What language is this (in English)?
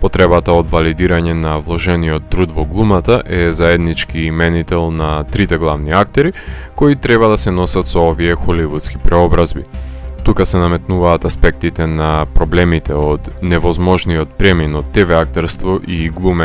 Macedonian